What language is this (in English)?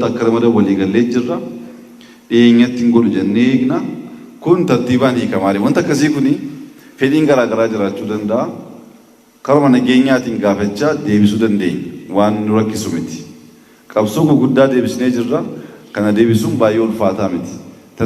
Oromo